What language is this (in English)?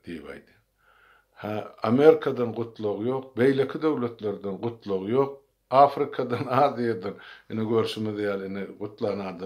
Turkmen